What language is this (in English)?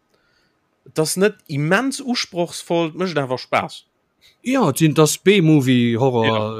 Luxembourgish